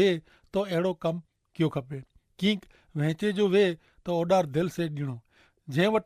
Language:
Kachhi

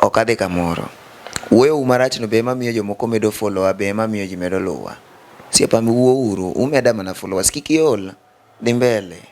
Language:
Luo (Kenya and Tanzania)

